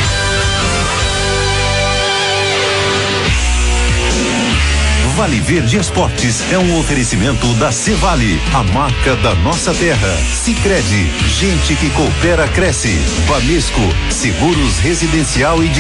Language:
Portuguese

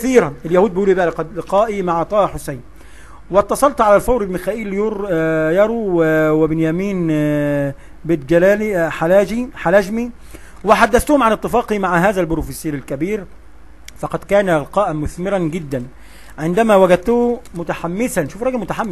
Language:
Egyptian Arabic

